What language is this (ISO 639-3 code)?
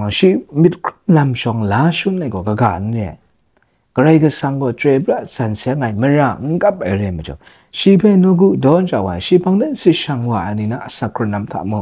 kac